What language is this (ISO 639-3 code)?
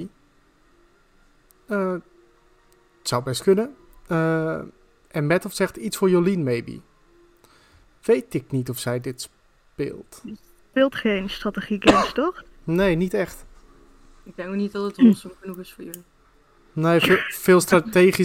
nld